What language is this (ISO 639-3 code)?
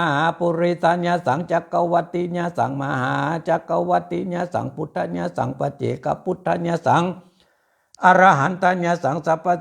pli